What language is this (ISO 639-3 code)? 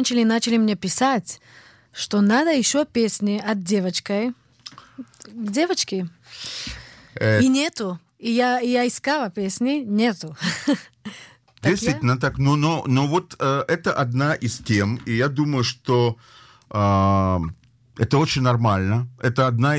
rus